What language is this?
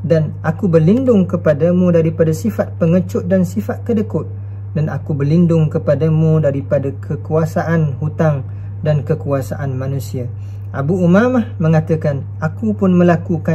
Malay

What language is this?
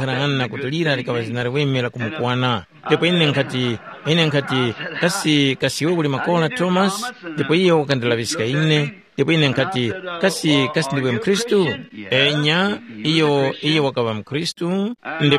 Tumbuka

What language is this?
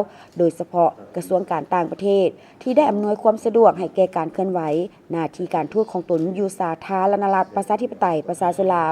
Lao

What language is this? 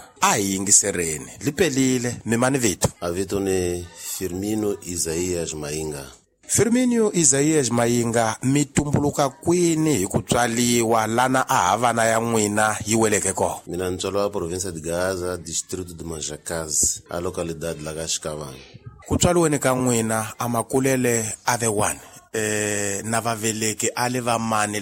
Tsonga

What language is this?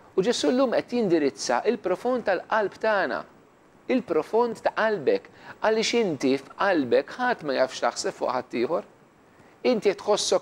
Maltese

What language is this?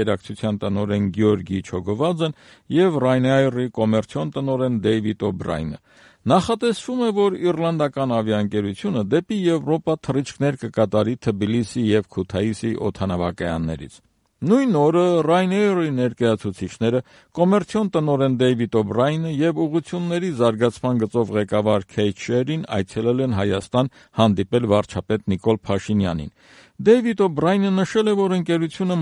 Armenian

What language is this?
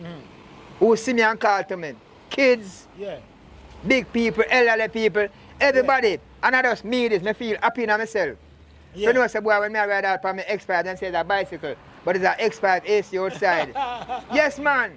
Jamaican Creole English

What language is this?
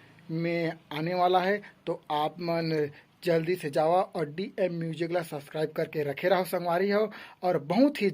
Chhattisgarhi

